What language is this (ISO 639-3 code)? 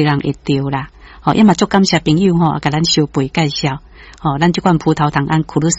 nan